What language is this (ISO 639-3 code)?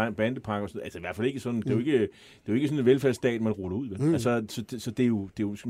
dan